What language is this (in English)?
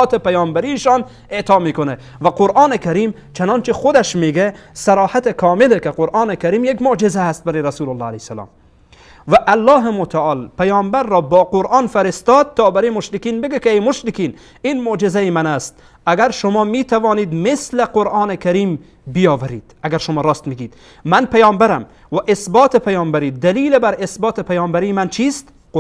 Persian